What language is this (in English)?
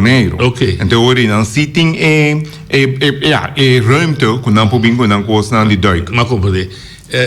Papiamento